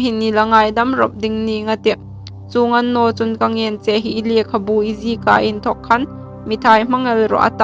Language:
Hmar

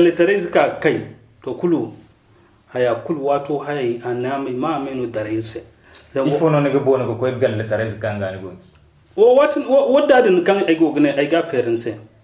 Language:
Zarma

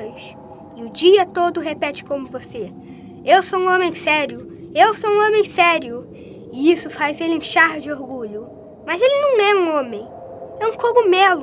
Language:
Portuguese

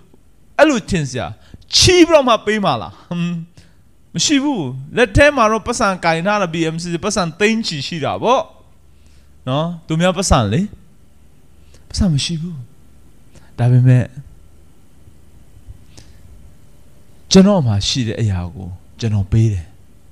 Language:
Burmese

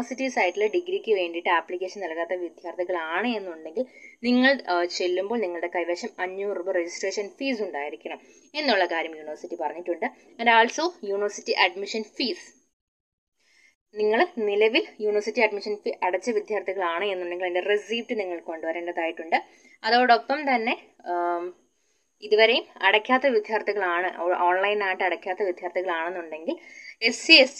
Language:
Malayalam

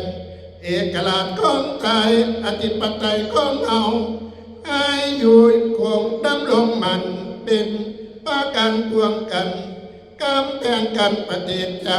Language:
Northeastern Thai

